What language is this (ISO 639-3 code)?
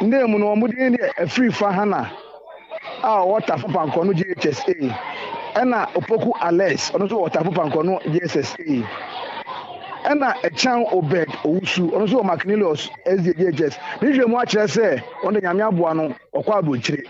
aka